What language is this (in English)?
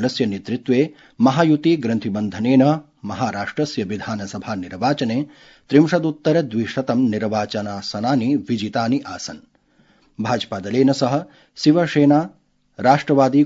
Sanskrit